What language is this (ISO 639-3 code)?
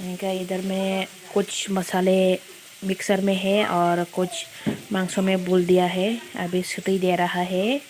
trp